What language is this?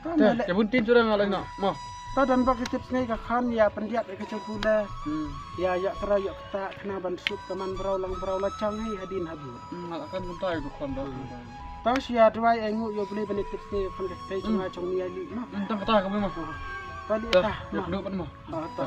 Khasi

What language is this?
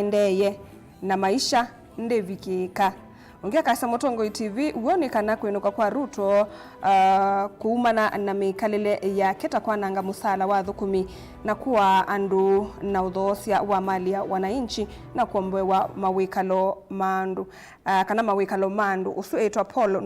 Kamba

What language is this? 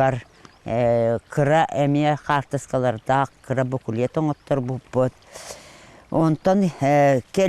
Yakut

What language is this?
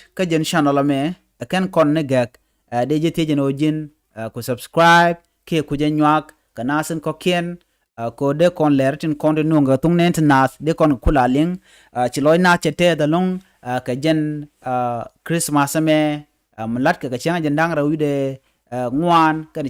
Nuer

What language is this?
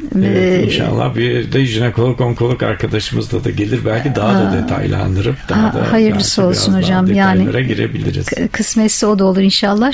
Turkish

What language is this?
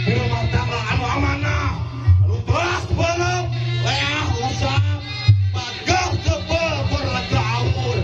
Sundanese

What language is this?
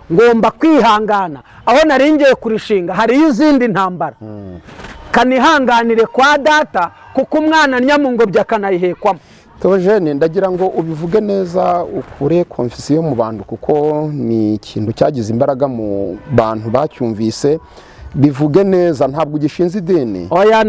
Kinyarwanda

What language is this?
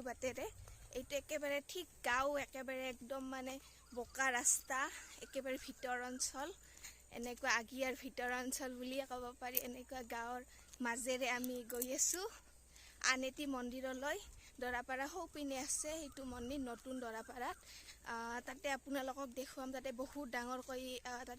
Assamese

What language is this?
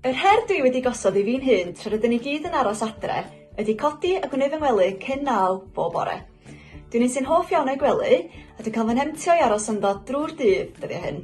Welsh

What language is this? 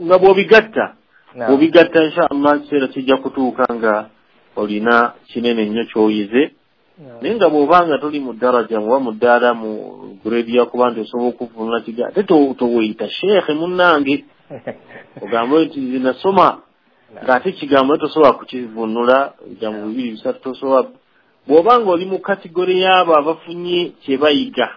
Ganda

